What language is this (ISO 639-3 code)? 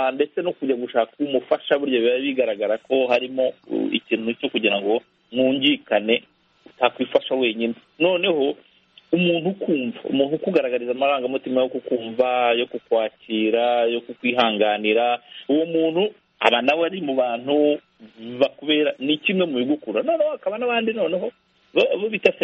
kin